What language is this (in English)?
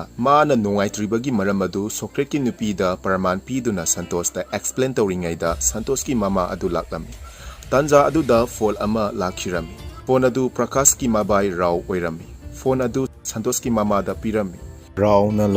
Manipuri